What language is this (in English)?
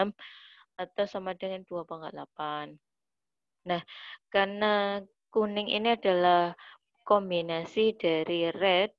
Indonesian